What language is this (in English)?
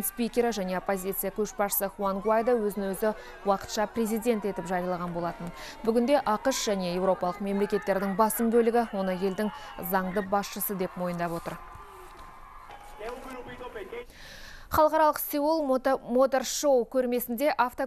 Kazakh